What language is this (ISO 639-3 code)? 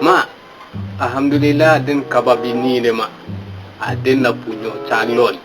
min